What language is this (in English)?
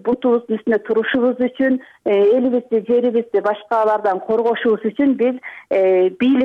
Kyrgyz